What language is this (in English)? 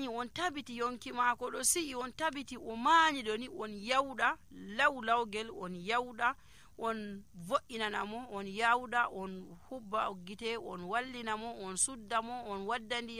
Nigerian Fulfulde